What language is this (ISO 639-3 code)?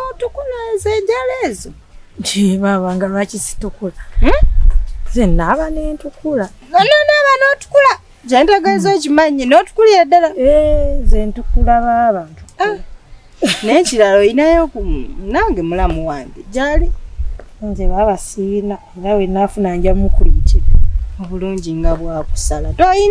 lug